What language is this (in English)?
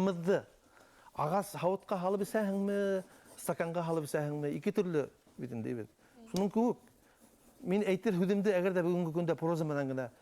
Bashkir